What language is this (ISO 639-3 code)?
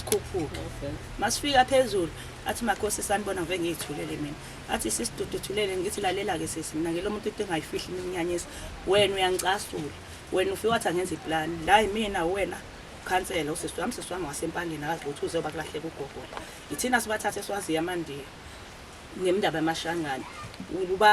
zul